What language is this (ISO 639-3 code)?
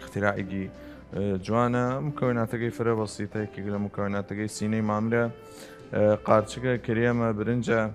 sdh